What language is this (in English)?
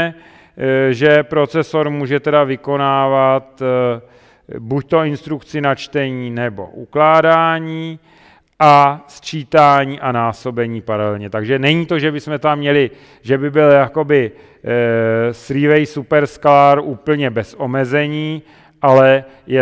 Czech